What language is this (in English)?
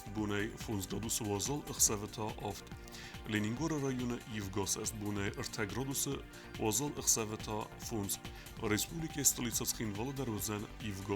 Ossetic